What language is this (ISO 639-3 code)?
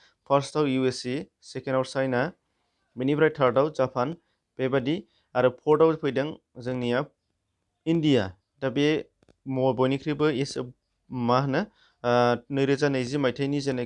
brx